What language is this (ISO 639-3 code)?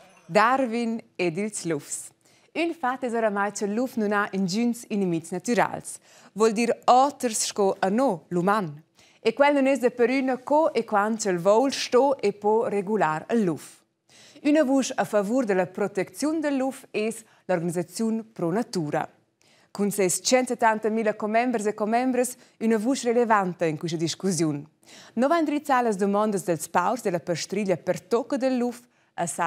roh